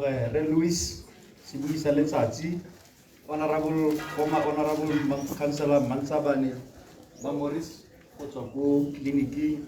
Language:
Tswana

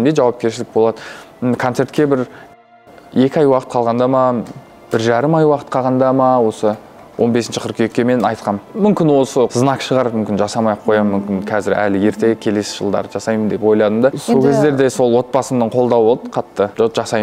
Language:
Kazakh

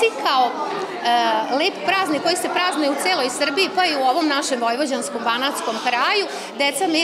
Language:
Serbian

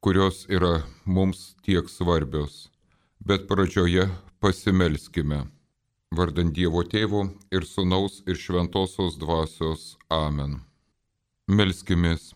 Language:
Lithuanian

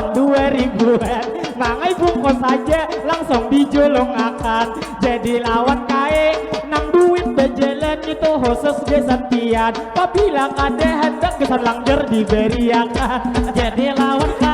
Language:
Banjar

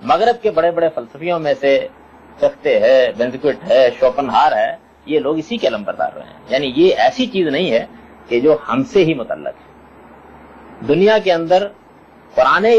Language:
Urdu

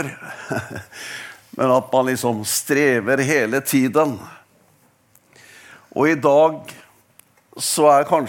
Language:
Norwegian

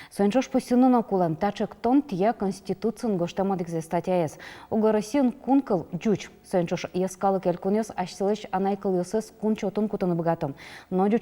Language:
Udmurt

